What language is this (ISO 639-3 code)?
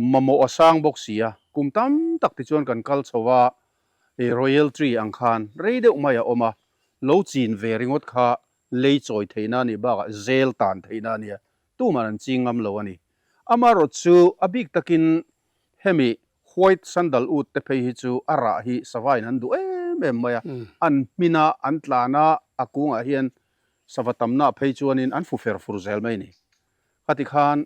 lus